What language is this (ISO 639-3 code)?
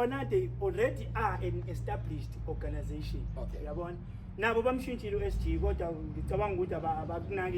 zul